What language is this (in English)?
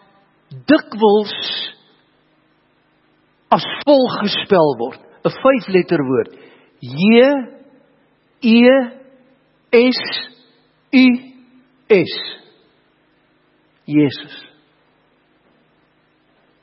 Afrikaans